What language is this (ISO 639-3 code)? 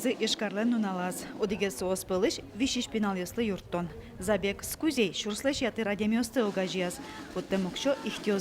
udm